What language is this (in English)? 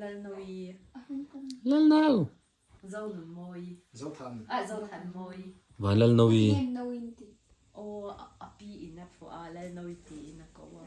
Mizo